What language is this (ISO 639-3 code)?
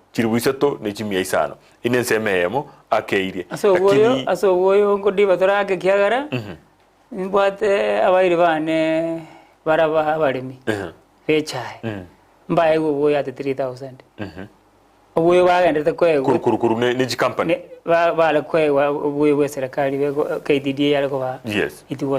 guz